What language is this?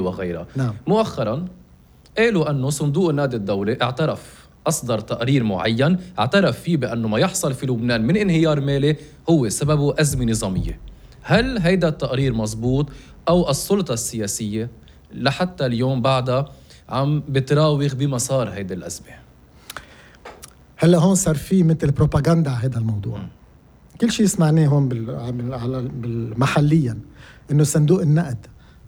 North Levantine Arabic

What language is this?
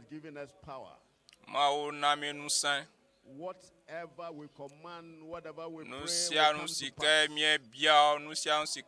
Ewe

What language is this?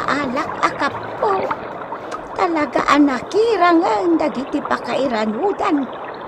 Iloko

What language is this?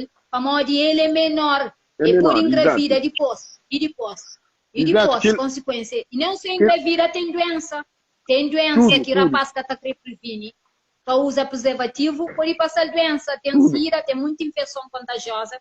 Kabuverdianu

